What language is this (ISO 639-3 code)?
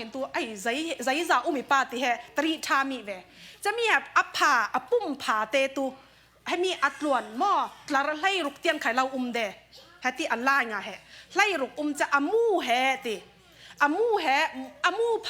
cfm